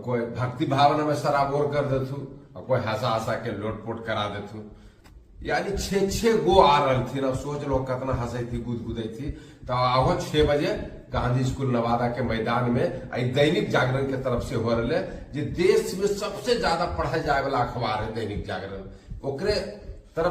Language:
Magahi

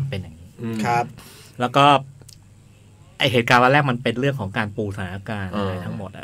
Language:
Thai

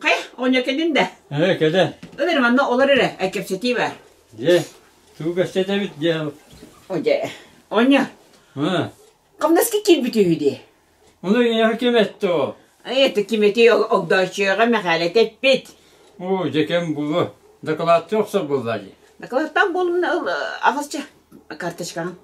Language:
Yakut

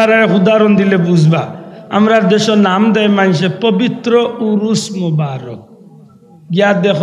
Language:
Sylheti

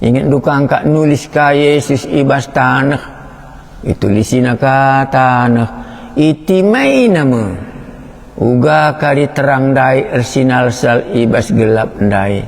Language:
Batak Karo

